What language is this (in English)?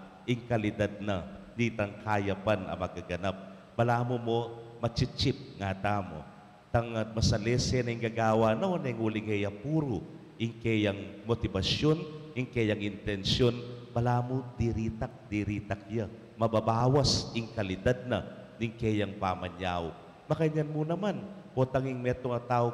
Pampanga